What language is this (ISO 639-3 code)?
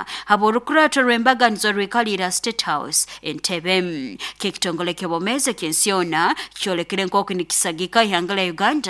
nyo